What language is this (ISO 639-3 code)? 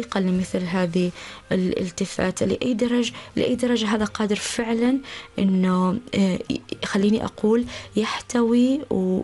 ara